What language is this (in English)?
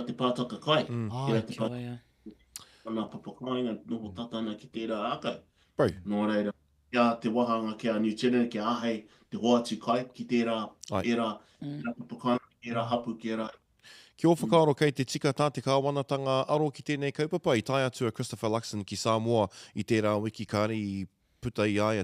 Māori